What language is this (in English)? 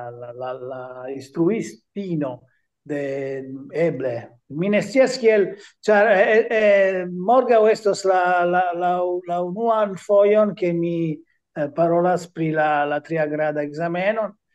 Esperanto